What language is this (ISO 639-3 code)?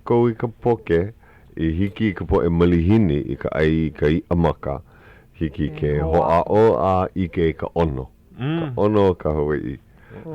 haw